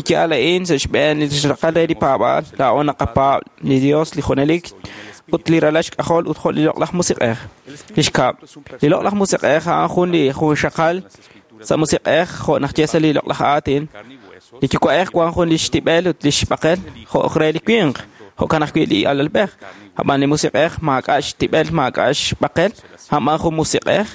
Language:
Kekchí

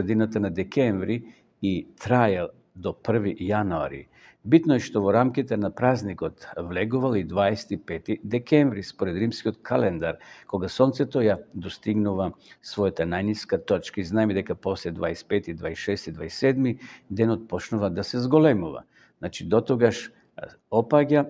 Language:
Macedonian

